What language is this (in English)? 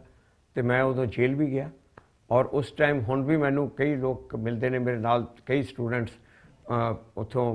Punjabi